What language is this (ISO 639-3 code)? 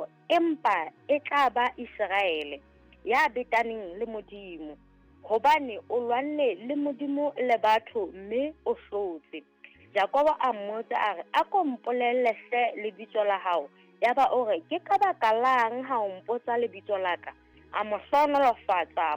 sot